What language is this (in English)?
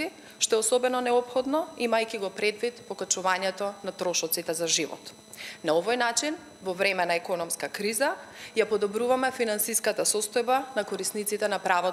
Macedonian